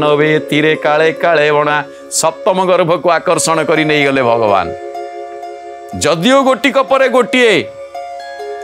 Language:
Odia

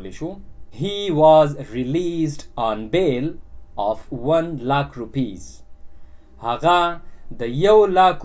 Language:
Pashto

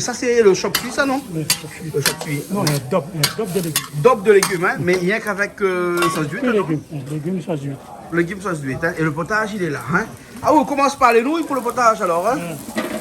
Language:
Réunion Creole French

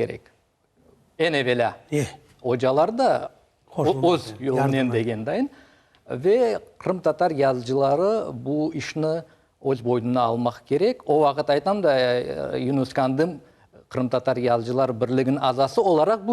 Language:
Crimean Tatar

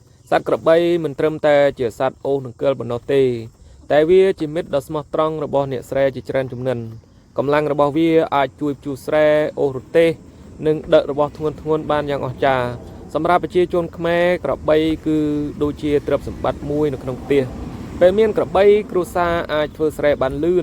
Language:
Khmer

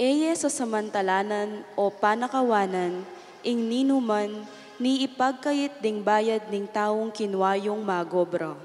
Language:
Pampanga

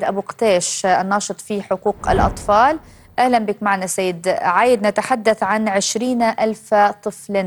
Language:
Arabic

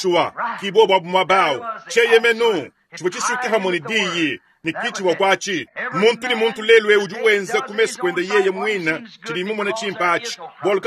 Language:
Luba-Lulua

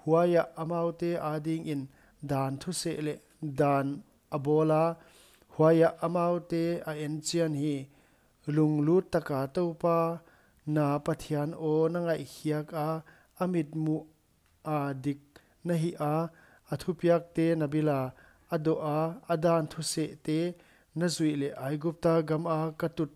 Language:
Paite Chin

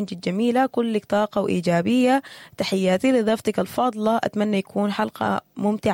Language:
Sudanese Arabic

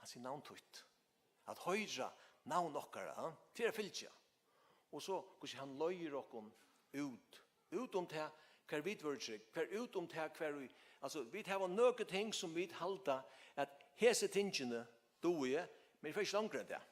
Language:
Faroese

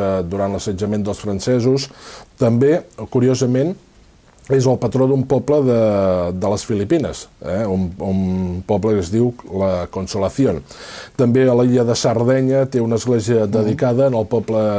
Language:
Catalan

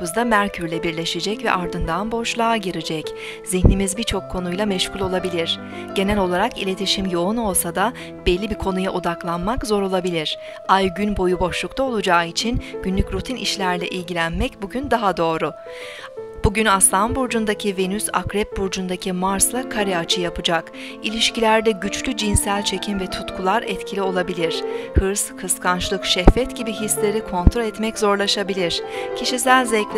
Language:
Turkish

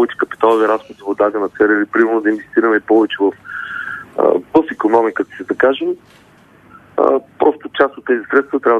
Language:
Bulgarian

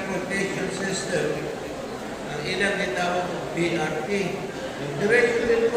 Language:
Cebuano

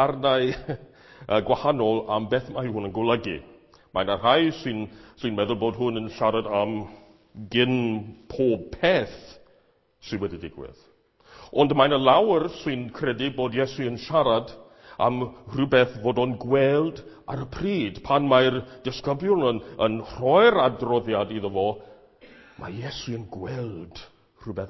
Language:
Welsh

